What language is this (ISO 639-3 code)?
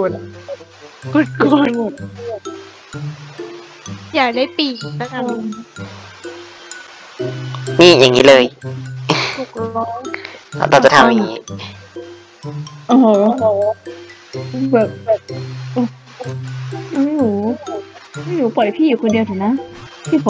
tha